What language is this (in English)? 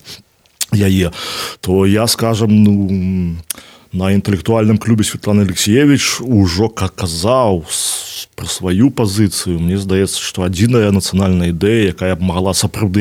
Belarusian